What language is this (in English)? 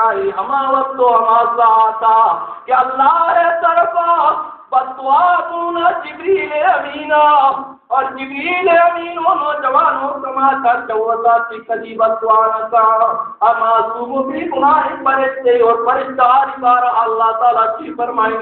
Baluchi